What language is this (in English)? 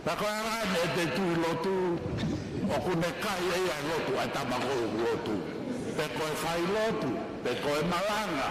Tongan